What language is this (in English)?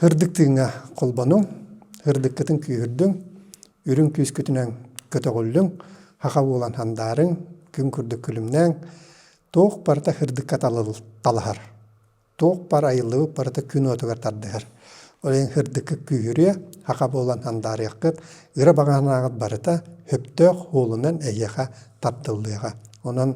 Yakut